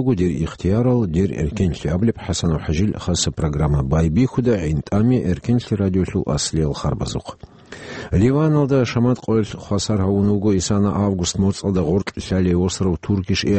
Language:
Avaric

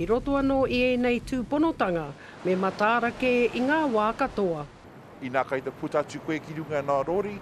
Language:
Māori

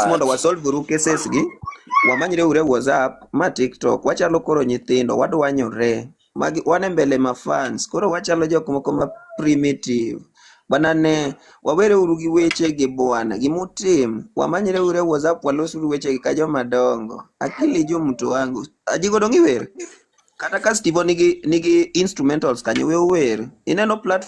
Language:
Luo (Kenya and Tanzania)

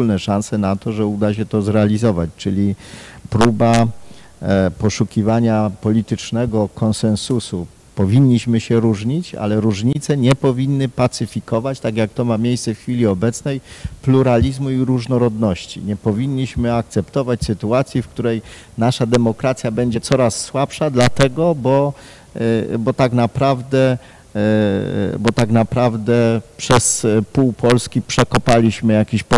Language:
Polish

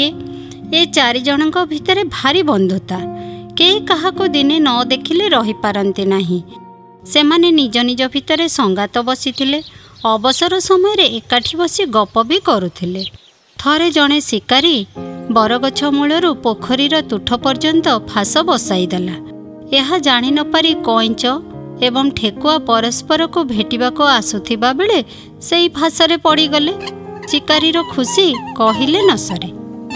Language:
Odia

